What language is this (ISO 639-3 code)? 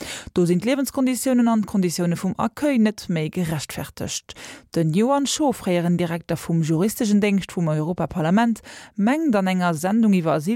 ltz